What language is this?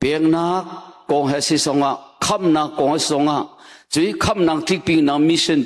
Hakha Chin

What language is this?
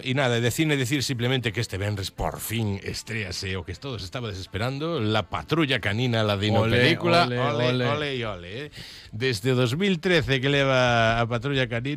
Galician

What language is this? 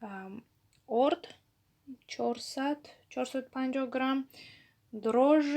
Tajik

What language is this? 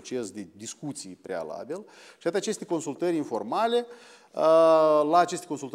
Romanian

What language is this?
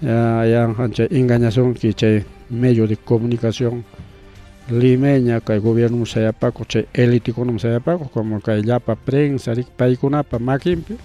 Ayacucho Quechua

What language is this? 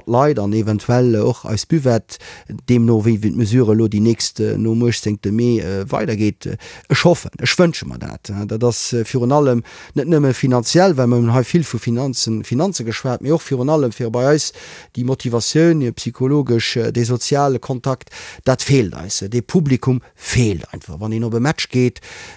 Luxembourgish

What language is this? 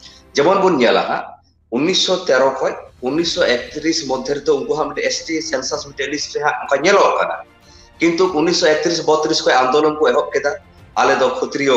Santali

